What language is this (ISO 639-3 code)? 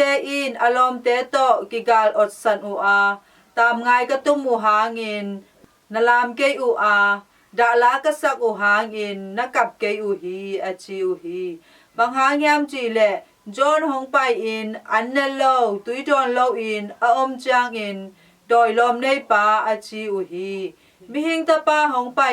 ctd